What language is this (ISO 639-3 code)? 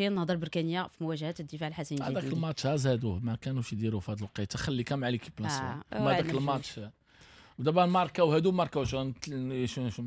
ary